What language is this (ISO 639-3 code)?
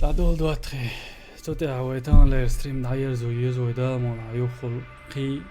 che